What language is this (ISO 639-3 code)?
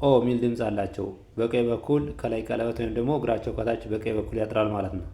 amh